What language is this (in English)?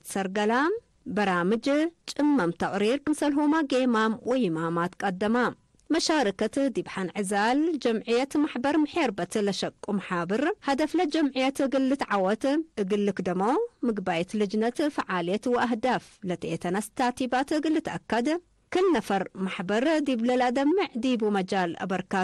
Tigre